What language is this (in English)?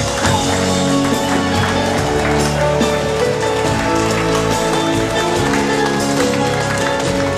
Ukrainian